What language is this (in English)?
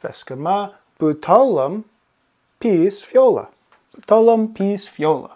Scottish Gaelic